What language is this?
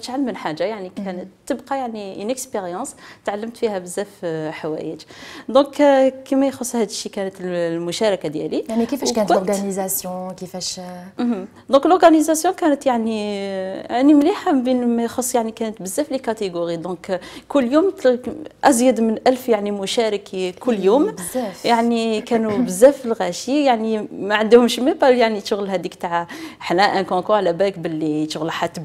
Algerian Arabic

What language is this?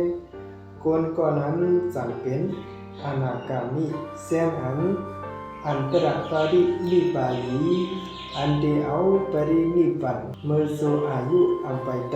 Shan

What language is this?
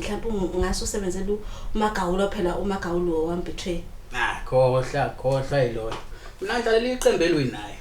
Zulu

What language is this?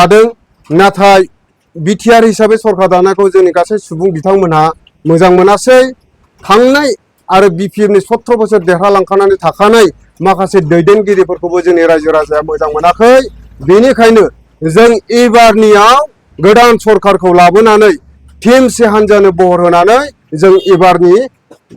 Bodo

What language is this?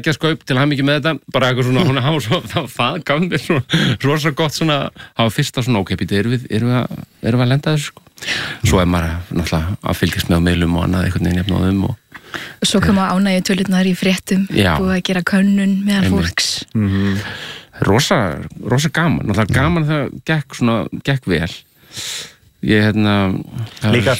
Icelandic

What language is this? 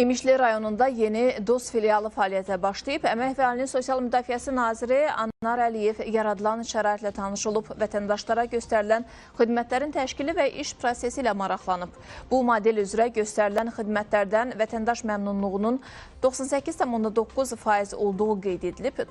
Azerbaijani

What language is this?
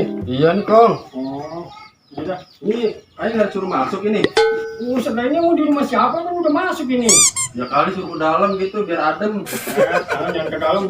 Betawi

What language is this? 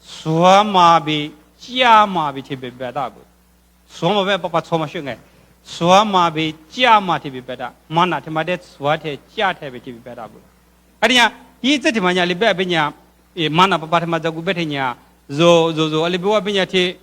Lisu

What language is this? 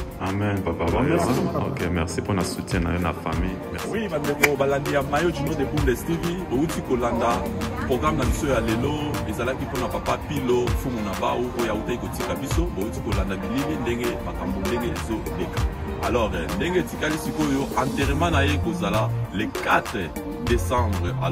Lingala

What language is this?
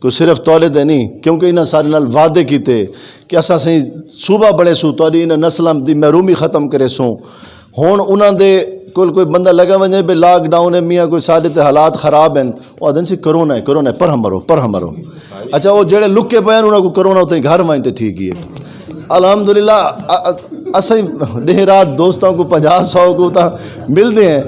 Saraiki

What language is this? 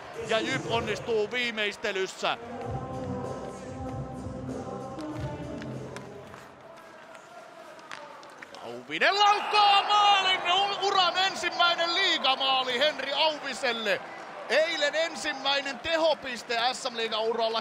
Finnish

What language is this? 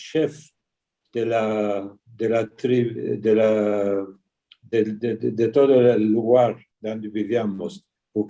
Ladino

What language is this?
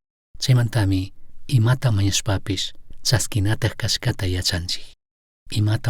Chimborazo Highland Quichua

